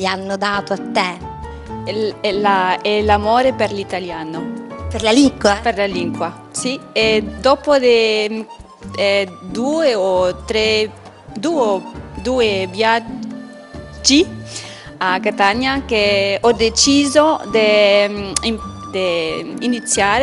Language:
Italian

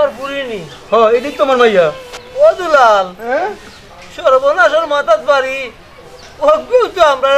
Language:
Sylheti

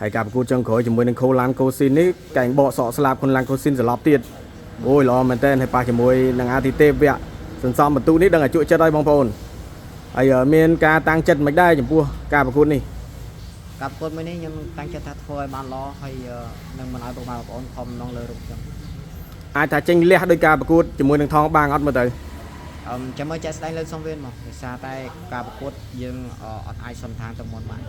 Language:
Khmer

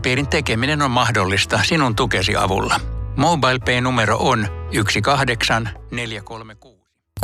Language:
Finnish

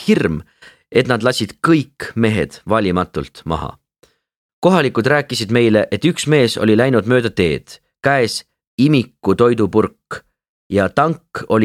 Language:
Estonian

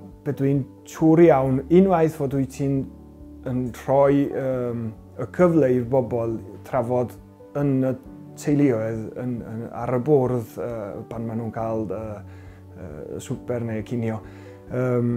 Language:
Welsh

